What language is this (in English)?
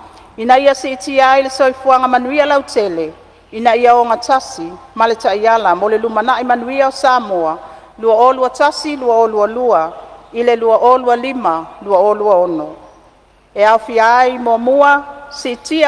Samoan